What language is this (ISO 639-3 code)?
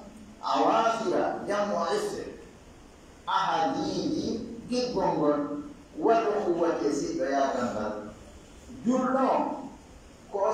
ful